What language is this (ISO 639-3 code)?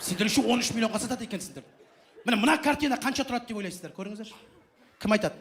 kaz